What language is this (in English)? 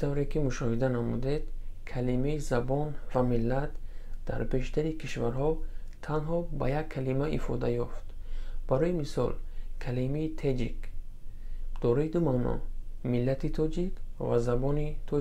Tajik